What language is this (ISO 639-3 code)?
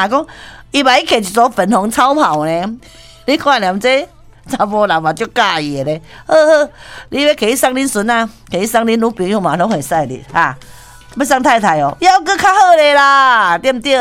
nan